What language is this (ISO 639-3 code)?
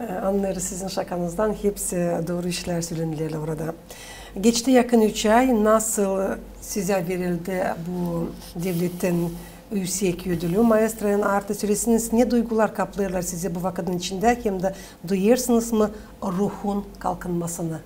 gag